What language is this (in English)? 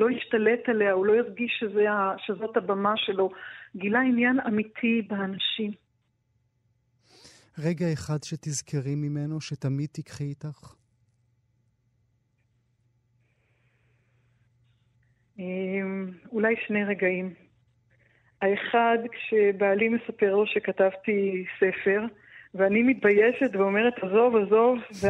Hebrew